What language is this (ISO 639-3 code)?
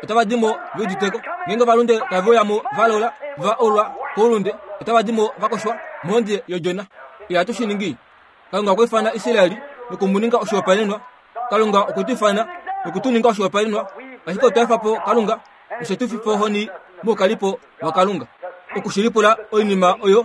kua